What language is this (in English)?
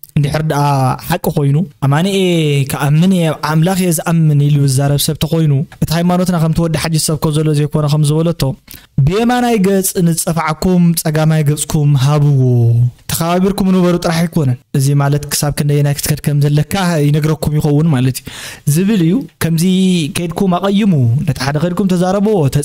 Tigrinya